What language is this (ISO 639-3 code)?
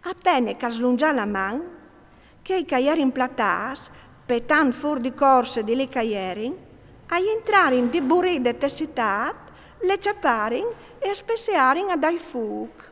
fur